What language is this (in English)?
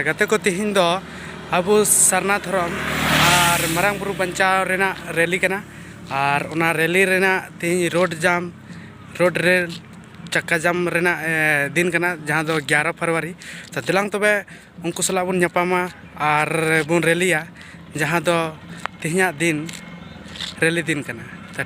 Santali